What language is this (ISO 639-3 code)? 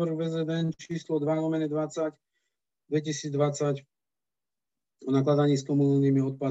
slk